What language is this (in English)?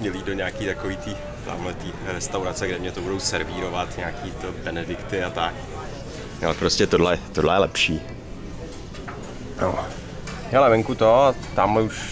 Czech